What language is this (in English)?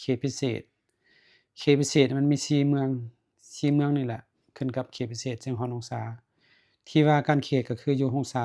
Lao